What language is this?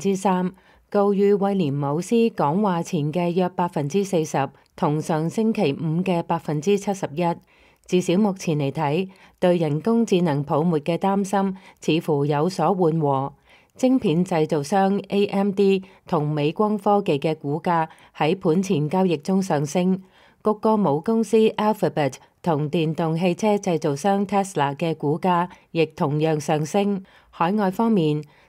Cantonese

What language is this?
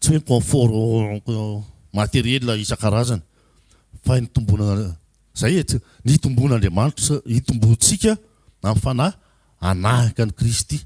Malagasy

